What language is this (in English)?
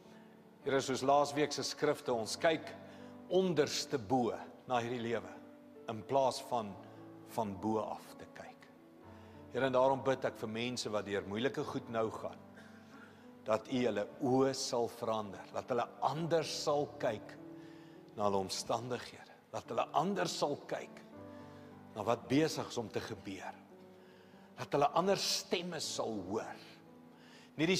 Afrikaans